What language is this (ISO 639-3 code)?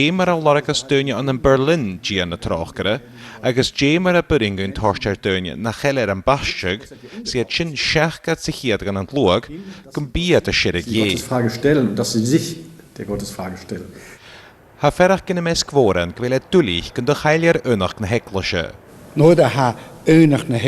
gla